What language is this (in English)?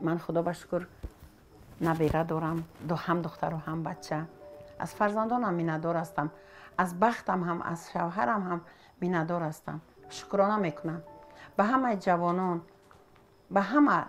Tajik